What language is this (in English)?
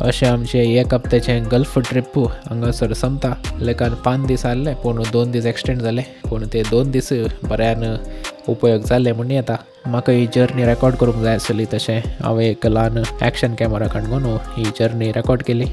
Konkani